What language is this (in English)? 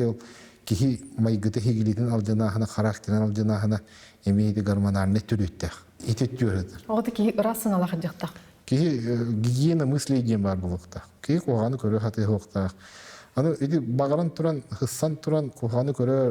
Yakut